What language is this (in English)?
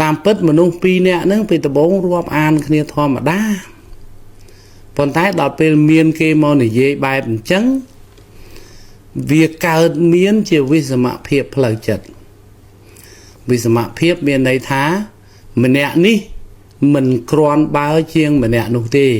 Khmer